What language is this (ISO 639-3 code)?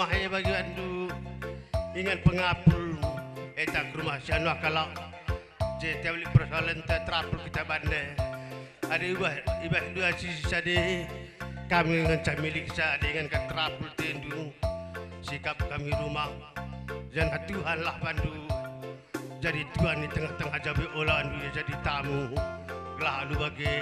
btx